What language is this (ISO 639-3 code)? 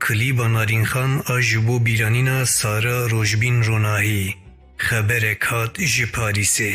kur